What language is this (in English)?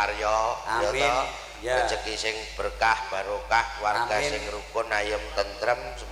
Javanese